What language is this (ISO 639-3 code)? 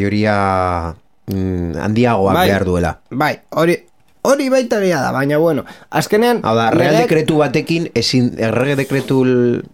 eus